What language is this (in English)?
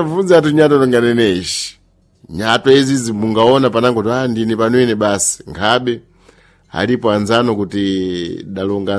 Sena